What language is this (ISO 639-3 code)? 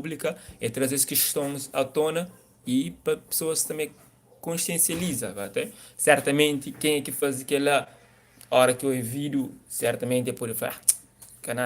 kea